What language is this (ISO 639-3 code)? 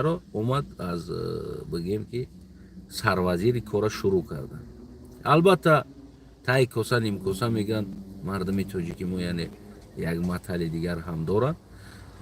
tgk